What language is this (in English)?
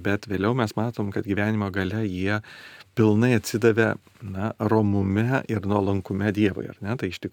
Lithuanian